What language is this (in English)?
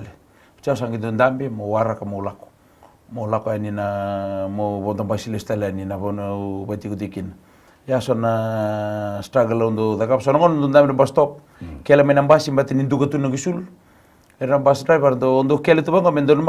Fijian